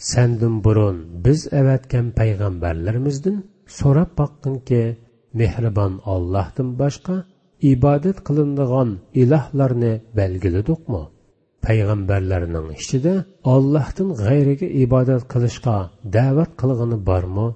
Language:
Uyghur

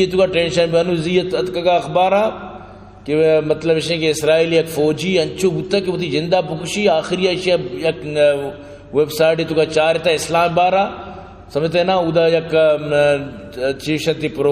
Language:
Baluchi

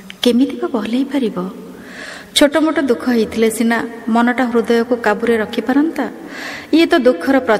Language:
Odia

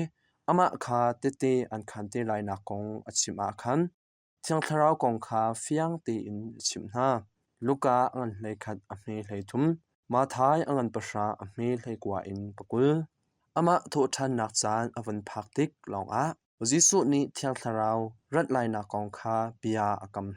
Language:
Hakha Chin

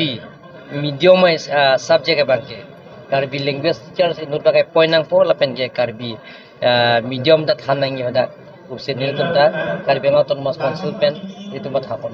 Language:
Karbi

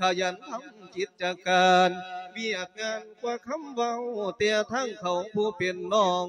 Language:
Lao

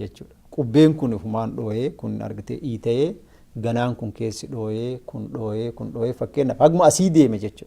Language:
Oromo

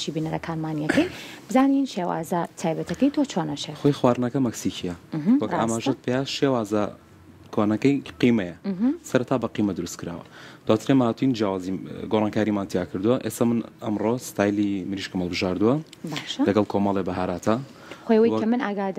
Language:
Central Kurdish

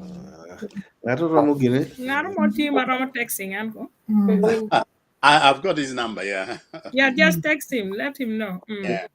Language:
Acoli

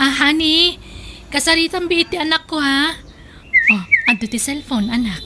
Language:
Iloko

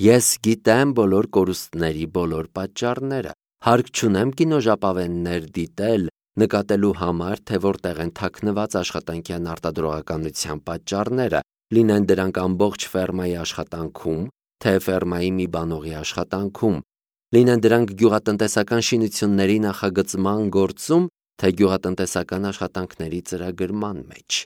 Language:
Armenian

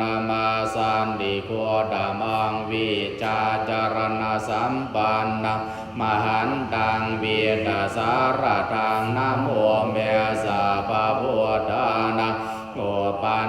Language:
Pali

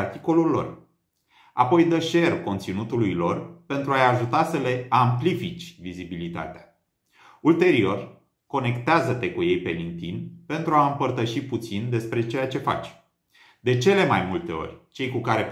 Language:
Romanian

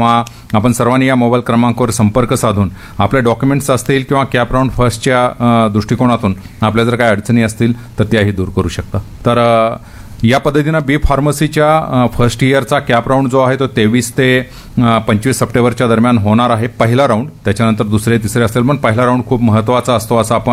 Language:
Marathi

